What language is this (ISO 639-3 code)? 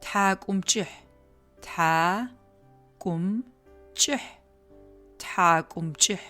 ady